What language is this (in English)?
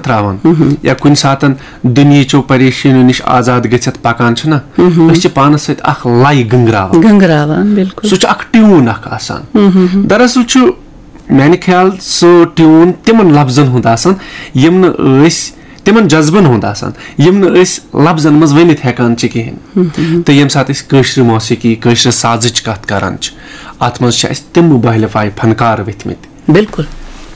Kashmiri